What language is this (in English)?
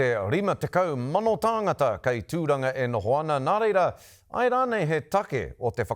Māori